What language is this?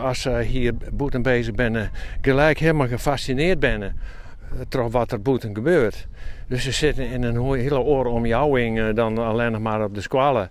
Western Frisian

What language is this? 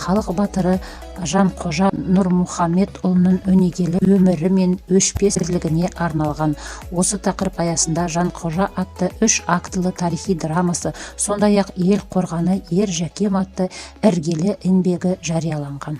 Kazakh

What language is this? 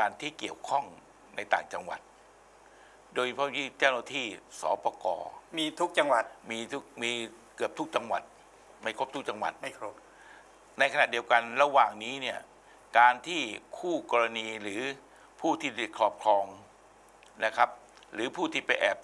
Thai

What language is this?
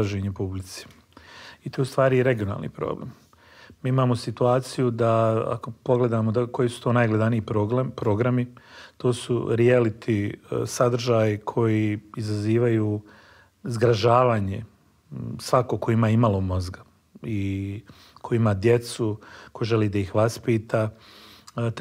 Bosnian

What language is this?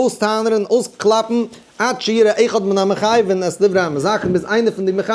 Yiddish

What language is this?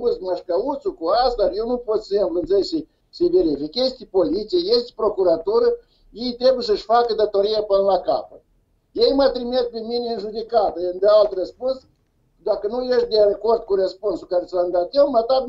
Romanian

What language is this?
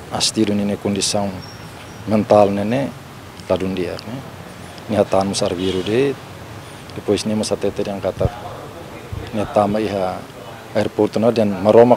Tetum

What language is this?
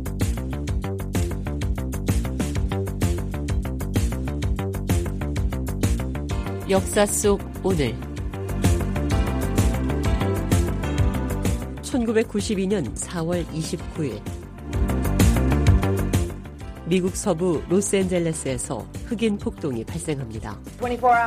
Korean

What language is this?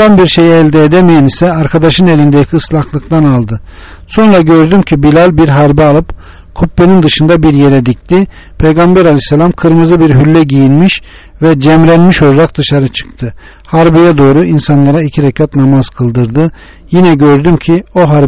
Turkish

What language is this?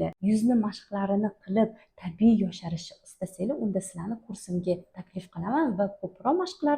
Uzbek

